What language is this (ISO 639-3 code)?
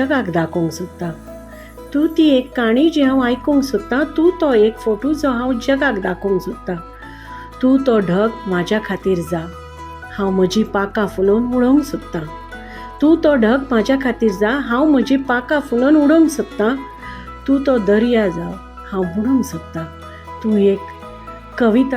kok